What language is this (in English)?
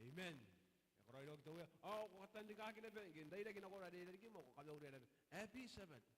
Gilbertese